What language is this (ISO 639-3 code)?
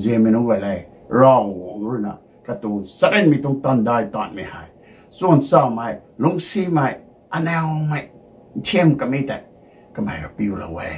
nbu